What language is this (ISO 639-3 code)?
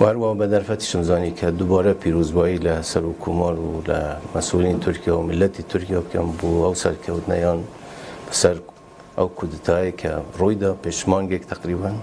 kur